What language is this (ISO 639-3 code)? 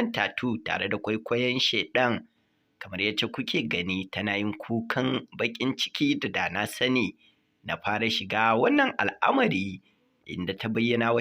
hau